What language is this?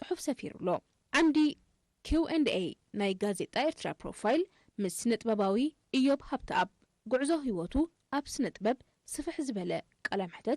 Tigrinya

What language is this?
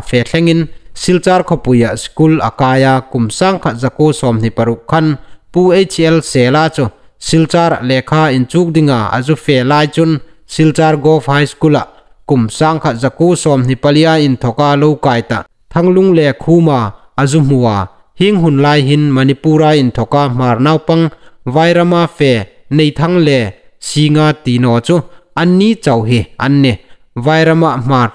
Hmar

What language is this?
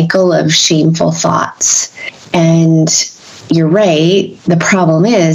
English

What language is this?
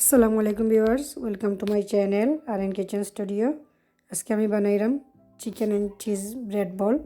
Sylheti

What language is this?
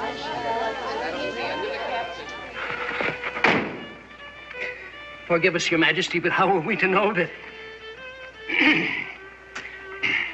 English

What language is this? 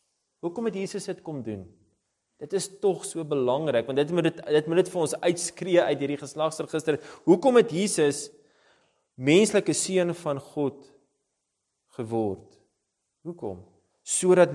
Afrikaans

